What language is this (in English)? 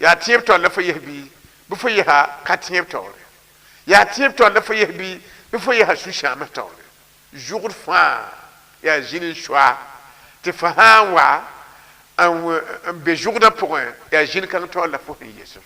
Mossi